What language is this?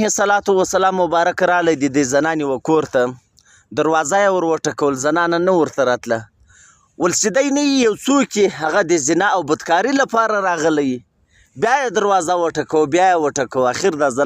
Pashto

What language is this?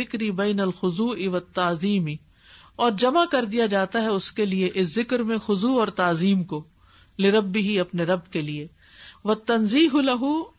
Urdu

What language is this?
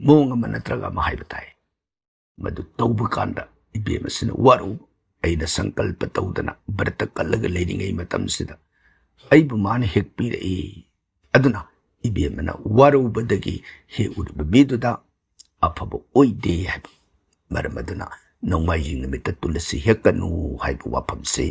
Manipuri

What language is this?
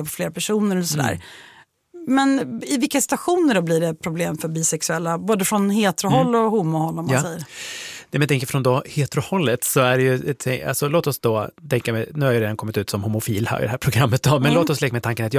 Swedish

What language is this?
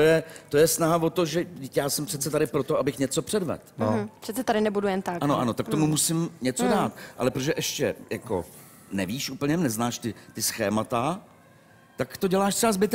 Czech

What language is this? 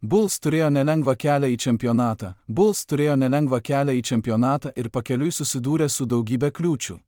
Lithuanian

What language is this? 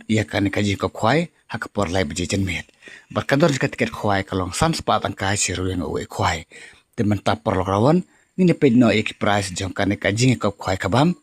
Khasi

